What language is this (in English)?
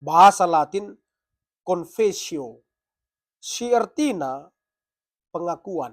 Batak Karo